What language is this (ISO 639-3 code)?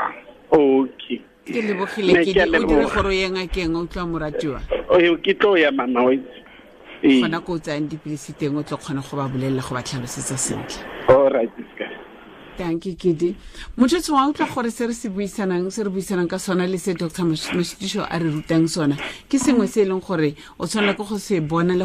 tsn